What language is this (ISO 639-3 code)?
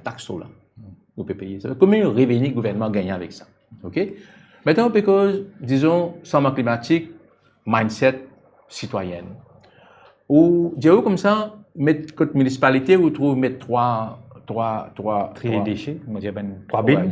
mfe